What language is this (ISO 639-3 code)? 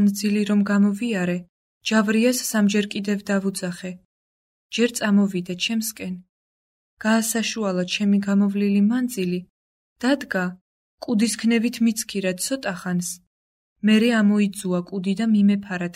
kat